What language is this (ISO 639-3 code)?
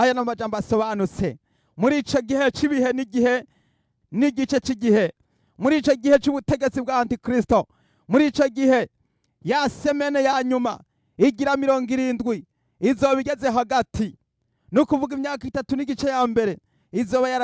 run